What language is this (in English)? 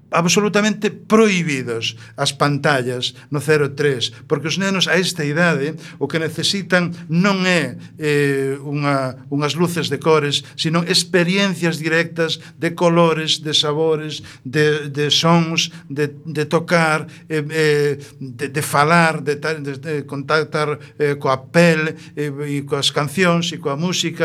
Galician